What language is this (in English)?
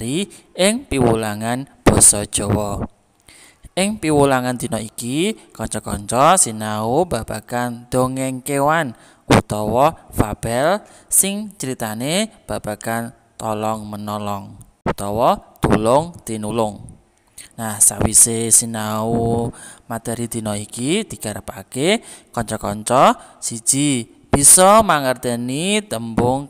Javanese